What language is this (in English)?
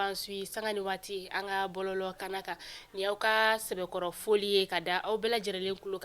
Bambara